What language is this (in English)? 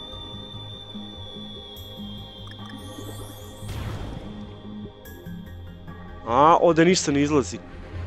Croatian